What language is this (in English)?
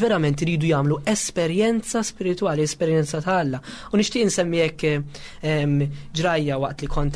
Maltese